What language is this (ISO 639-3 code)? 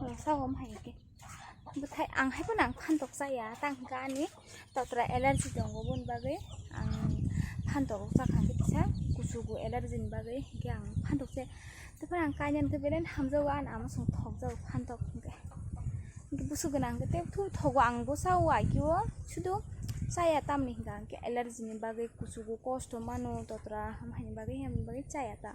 trp